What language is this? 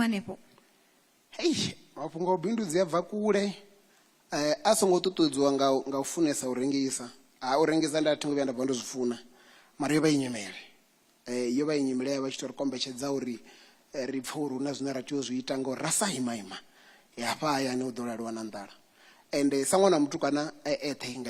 Venda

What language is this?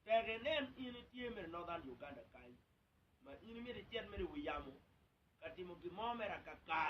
Acoli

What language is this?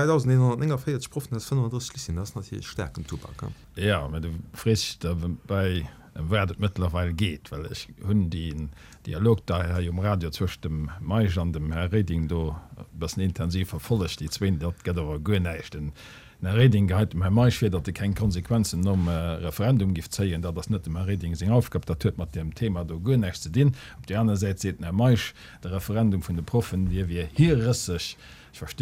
Luxembourgish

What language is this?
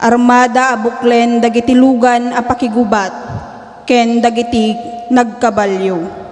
Iloko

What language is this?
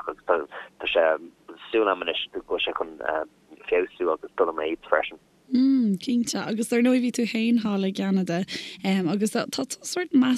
Irish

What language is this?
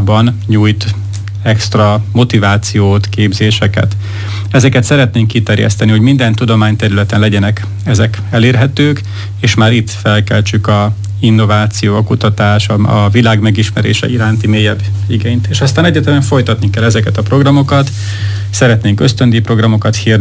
Hungarian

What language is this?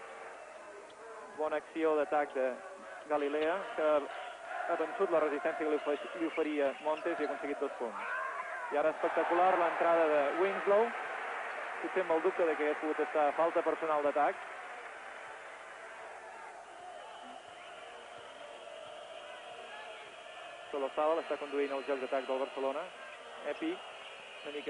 Catalan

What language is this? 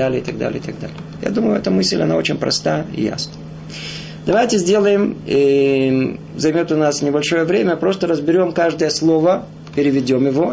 Russian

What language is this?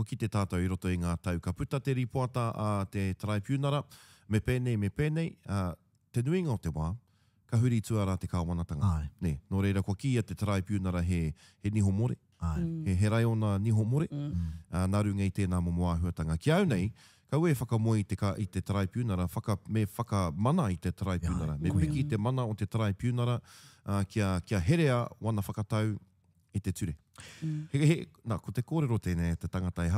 Māori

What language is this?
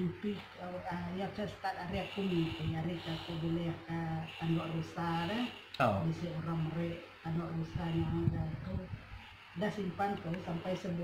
Iban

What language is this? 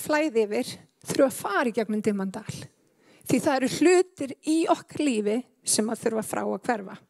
Icelandic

